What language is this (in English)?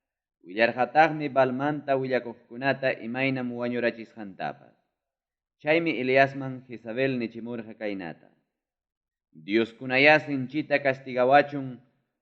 Ayacucho Quechua